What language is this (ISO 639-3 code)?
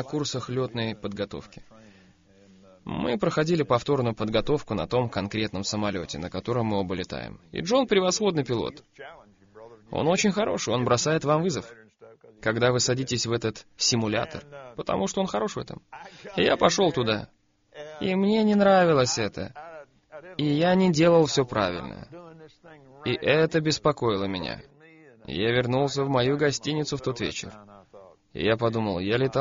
rus